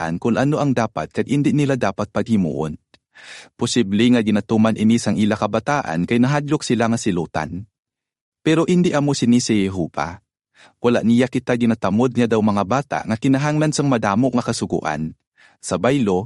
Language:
Hiligaynon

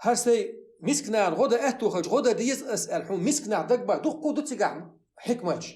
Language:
Chechen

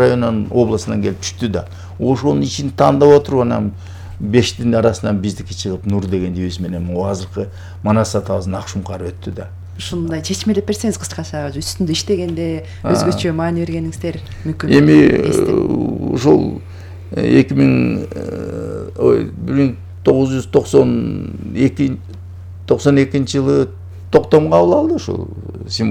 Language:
Kyrgyz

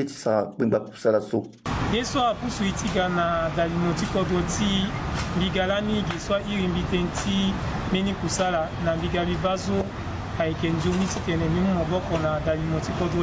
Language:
Sango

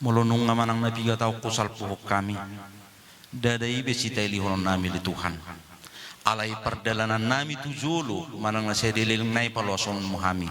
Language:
Batak Toba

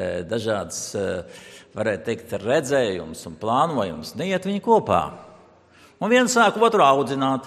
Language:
Latvian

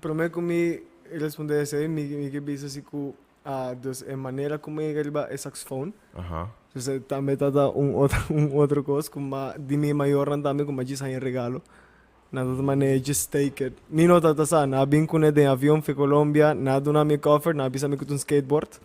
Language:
Papiamento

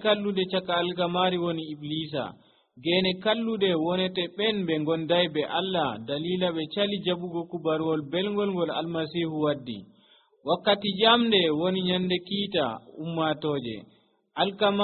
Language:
Nigerian Fulfulde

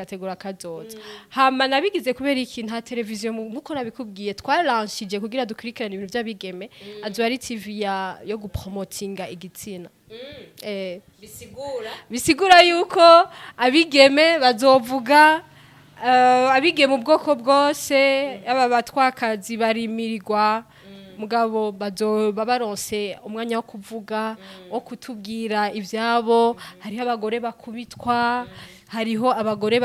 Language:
Rundi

